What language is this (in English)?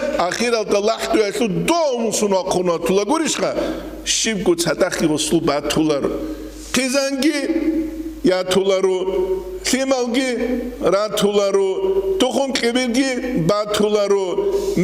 Avaric